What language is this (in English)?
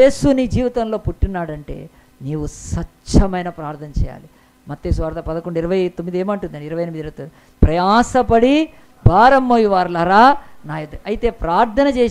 Telugu